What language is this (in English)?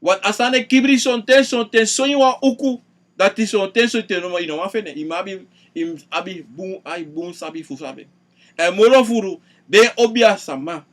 Sranan Tongo